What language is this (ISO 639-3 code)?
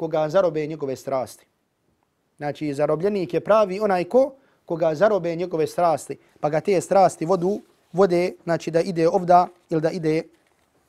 bos